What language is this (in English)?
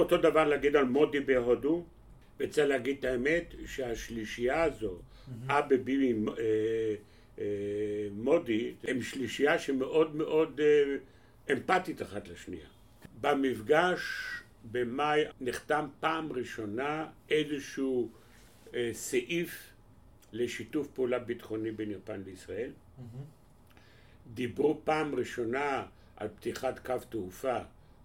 Hebrew